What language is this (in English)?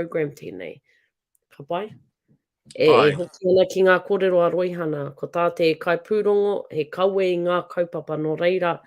Māori